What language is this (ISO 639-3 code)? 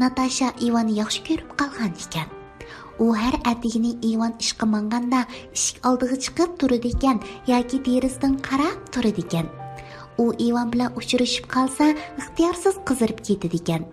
uig